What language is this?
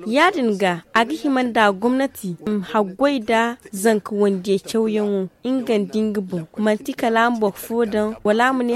Zarma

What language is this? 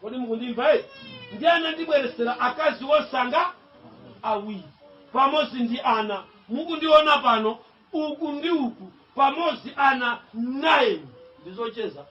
Nyanja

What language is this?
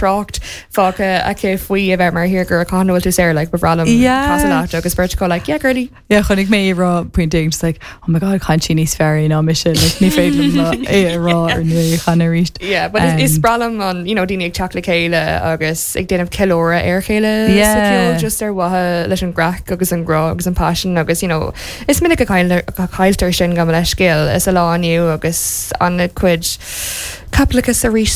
Irish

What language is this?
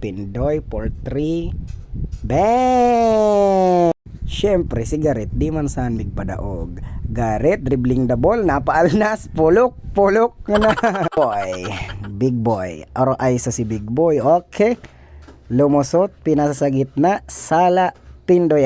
Bikol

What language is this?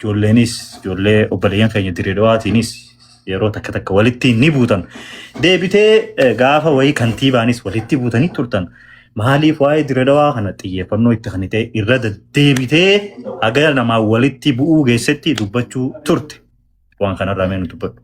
Oromo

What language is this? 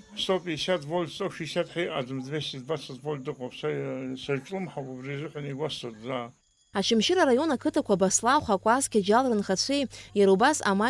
Abkhazian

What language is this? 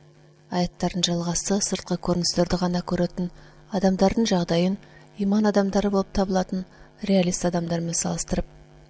Kazakh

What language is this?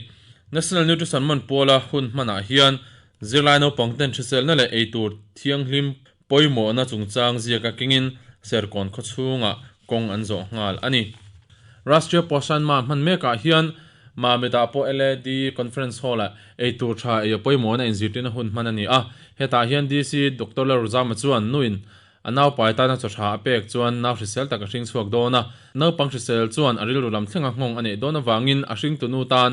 Mizo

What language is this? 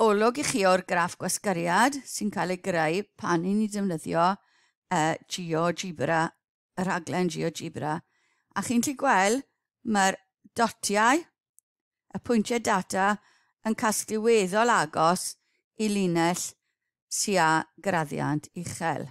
Welsh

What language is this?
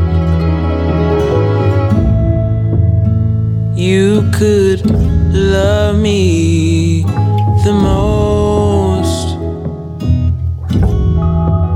Basque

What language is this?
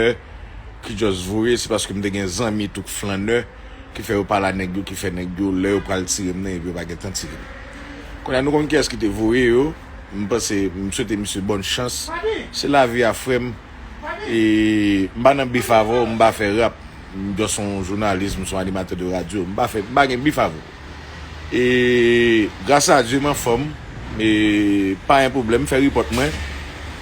Haitian Creole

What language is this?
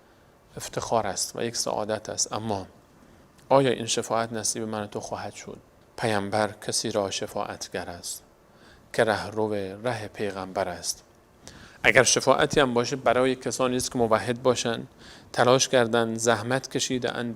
Persian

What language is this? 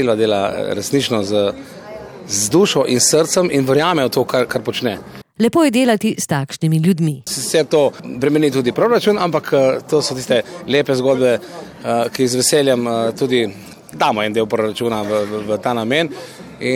Slovenian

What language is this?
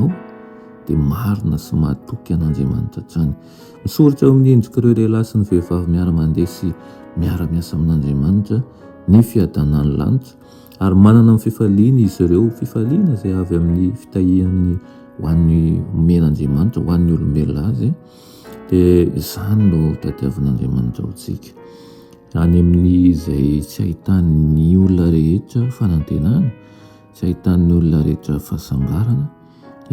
Malagasy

